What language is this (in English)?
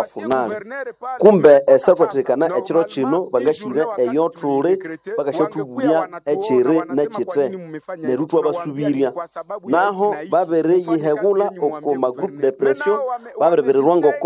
Nande